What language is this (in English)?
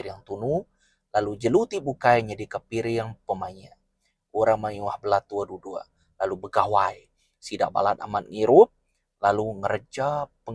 Iban